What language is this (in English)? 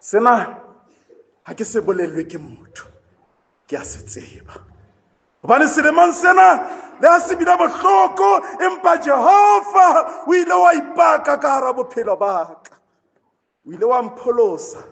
Southern Sotho